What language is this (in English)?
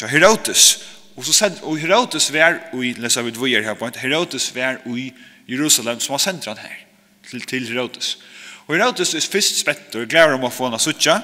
Faroese